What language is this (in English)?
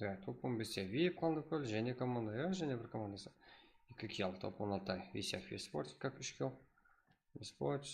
Kara-Kalpak